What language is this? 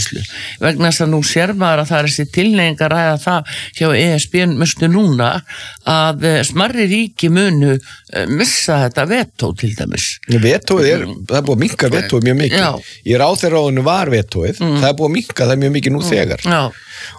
Icelandic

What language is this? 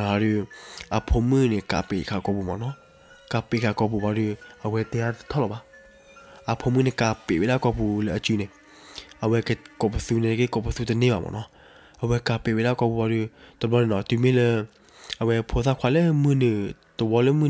S'gaw Karen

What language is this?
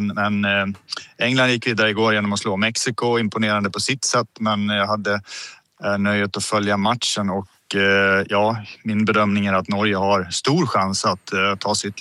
Swedish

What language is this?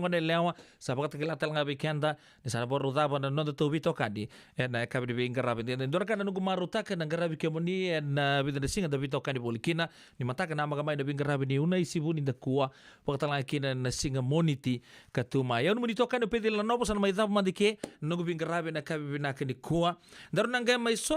Fijian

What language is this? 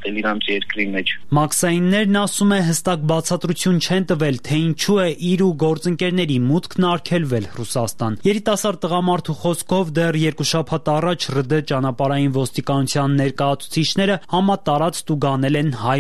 Armenian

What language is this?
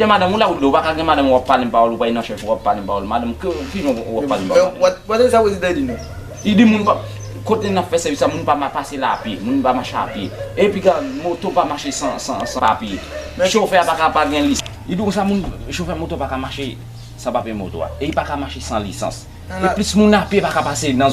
Haitian Creole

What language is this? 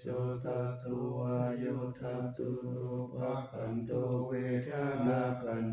Pali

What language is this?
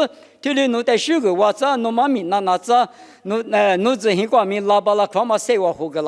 Lisu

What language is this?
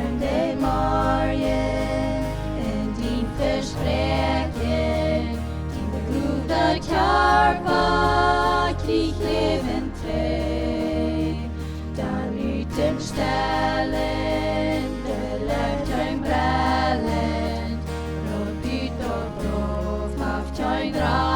Plautdietsch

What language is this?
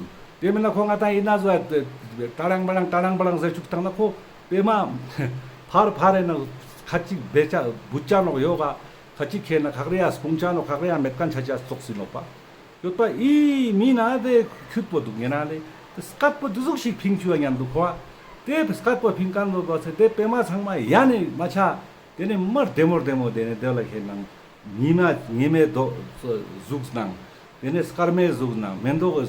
Ladakhi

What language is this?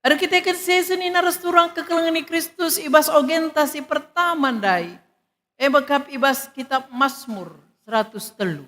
Batak Karo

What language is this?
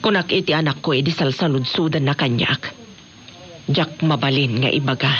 Iloko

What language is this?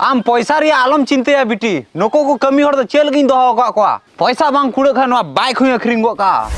Santali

